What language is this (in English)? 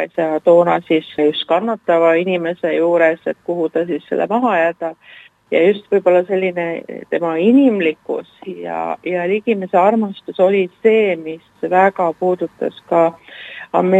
Estonian